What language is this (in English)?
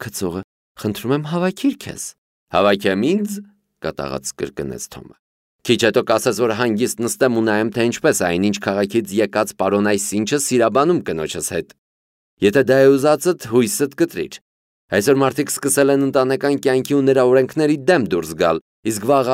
Armenian